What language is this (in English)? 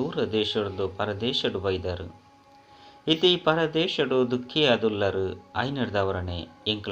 Tulu